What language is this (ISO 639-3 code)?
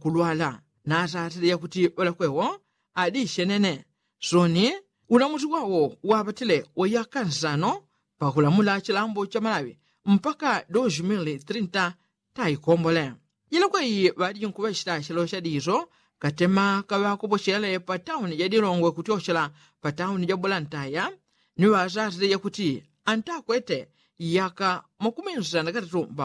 yao